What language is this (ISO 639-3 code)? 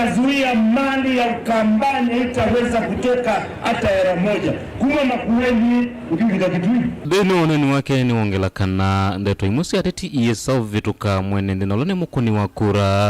kam